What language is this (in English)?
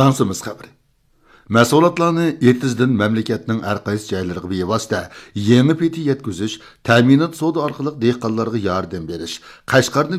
Uyghur